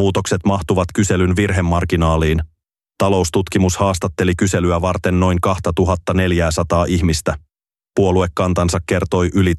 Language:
Finnish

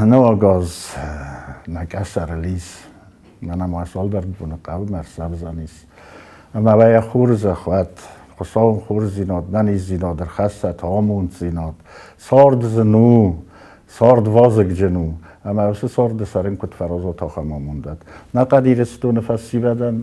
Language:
Ossetic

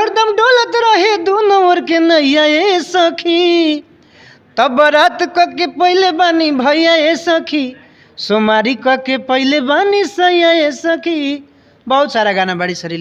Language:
Bhojpuri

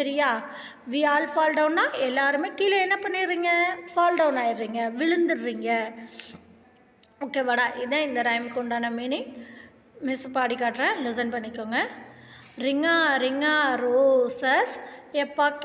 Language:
Tamil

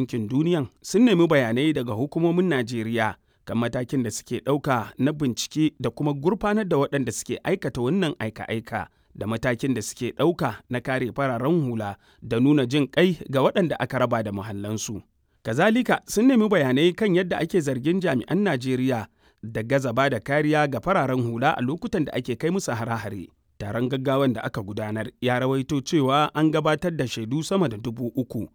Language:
Hausa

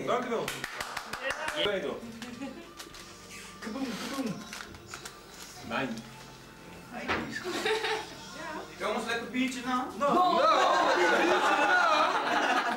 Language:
Dutch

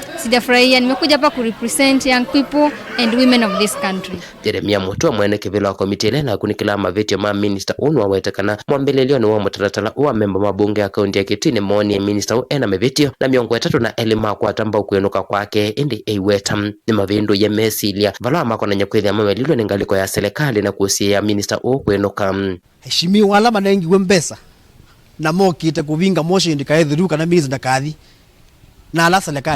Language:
Kamba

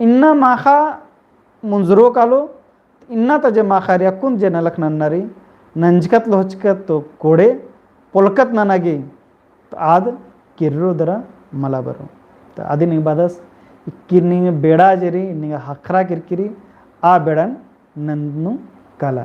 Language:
Kurukh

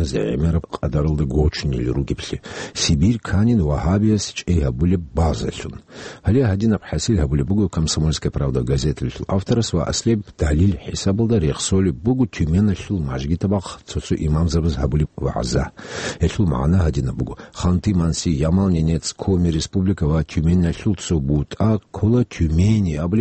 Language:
Avaric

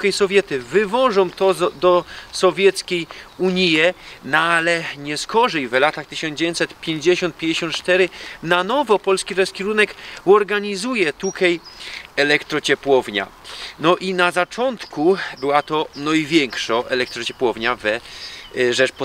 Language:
Silesian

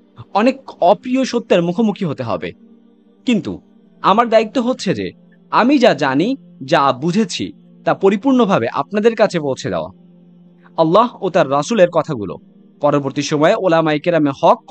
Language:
Bangla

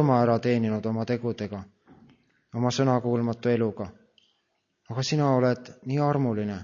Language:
Estonian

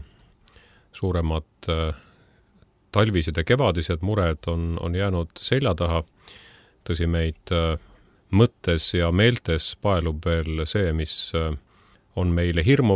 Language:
Estonian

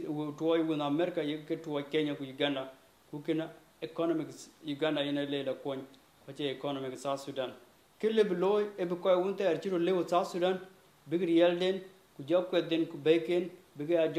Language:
Dinka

